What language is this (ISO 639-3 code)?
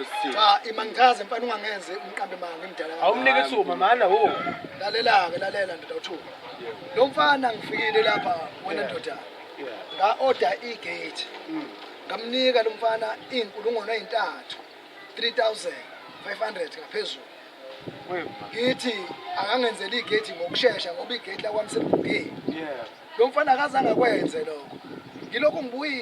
zul